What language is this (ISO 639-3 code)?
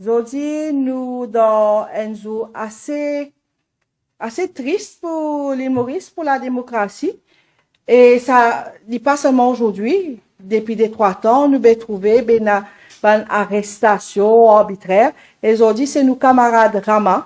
mfe